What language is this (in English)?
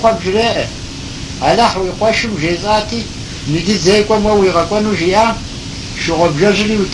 Kabardian